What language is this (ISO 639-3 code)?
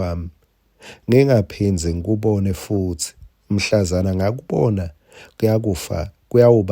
ssw